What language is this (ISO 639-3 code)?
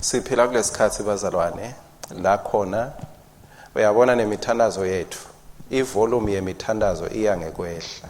ssw